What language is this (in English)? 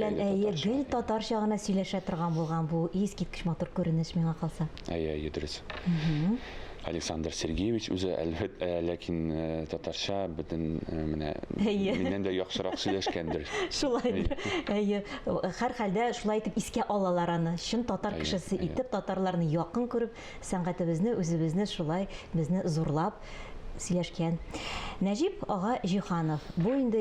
Tatar